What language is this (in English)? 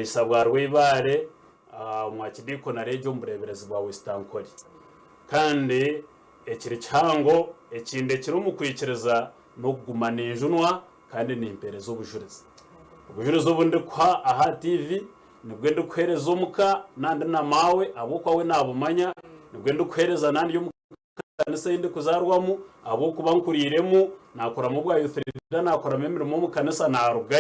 Nyankole